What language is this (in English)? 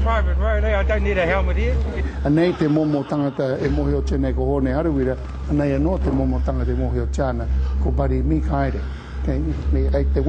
Māori